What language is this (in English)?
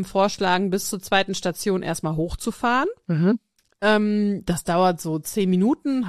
German